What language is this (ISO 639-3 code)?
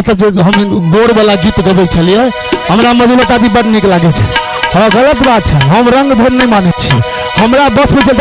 mai